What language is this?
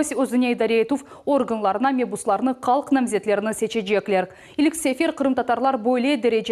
Crimean Tatar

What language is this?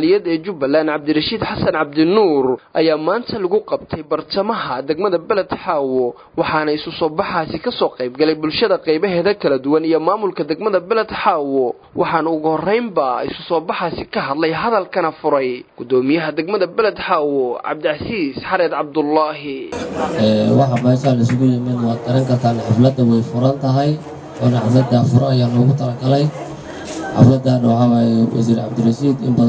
Somali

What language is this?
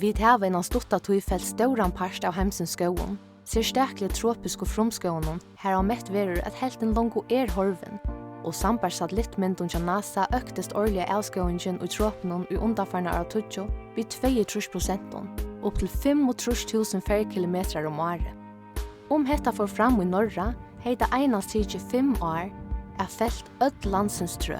Faroese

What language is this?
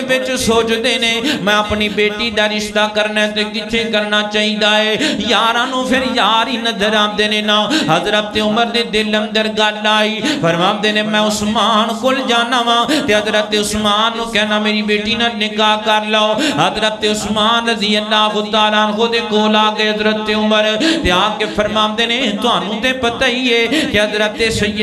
Western Panjabi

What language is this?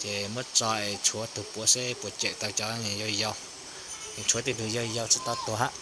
Hmong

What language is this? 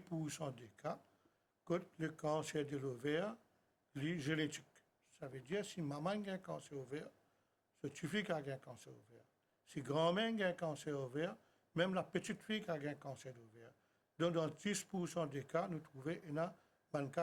Morisyen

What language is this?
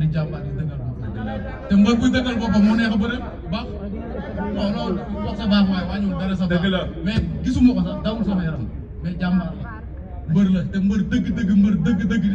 Wolof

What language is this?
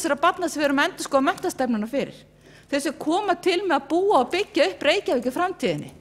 Icelandic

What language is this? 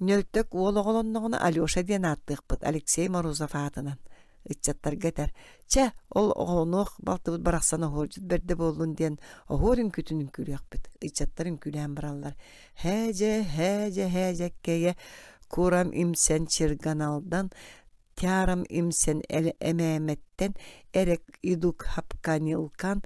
Yakut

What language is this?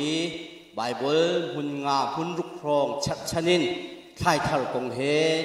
Hakha Chin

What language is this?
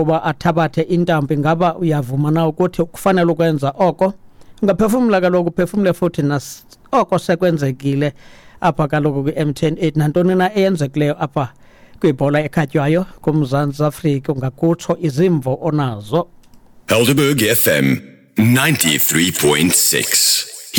Xhosa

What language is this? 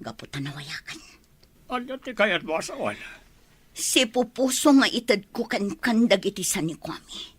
Iloko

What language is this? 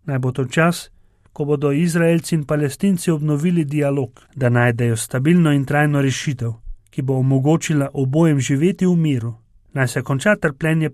Slovenian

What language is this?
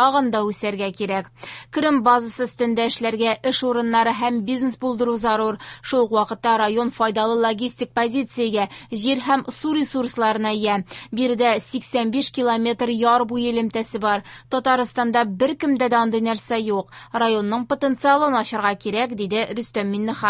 Tatar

